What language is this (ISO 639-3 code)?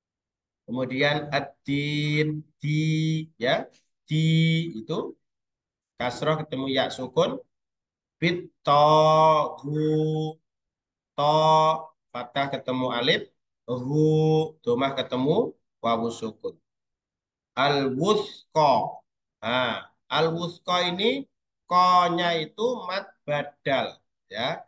ind